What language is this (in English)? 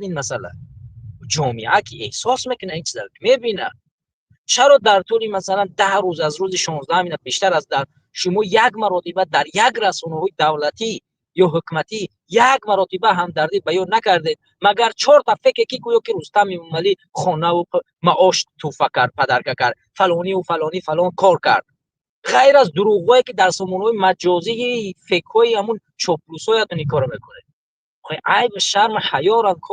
Tajik